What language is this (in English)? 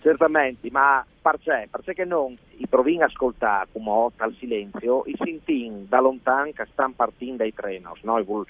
Friulian